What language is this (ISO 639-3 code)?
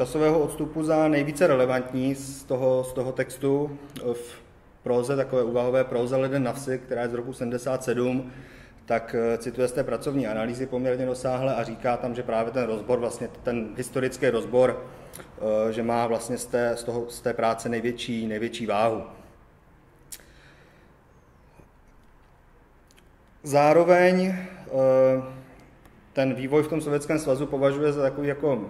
ces